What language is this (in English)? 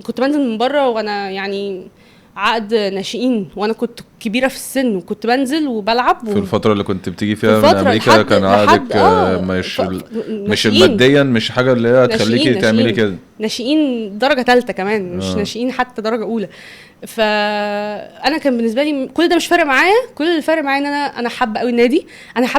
Egyptian Arabic